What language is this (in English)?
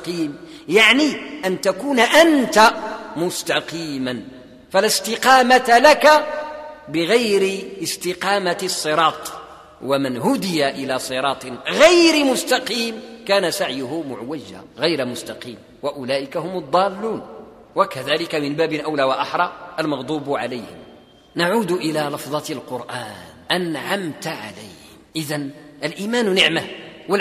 Arabic